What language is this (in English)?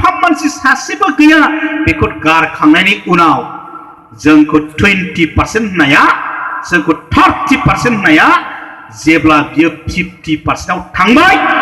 Bodo